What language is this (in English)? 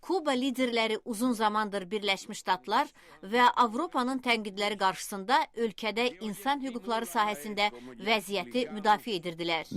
Azerbaijani